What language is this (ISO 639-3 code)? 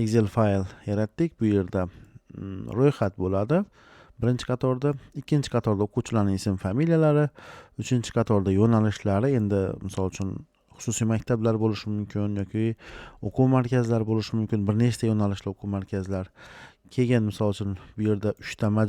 uzb